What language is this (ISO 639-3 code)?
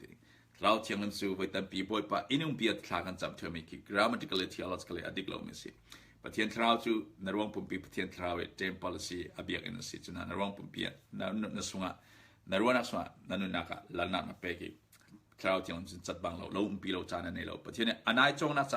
cfm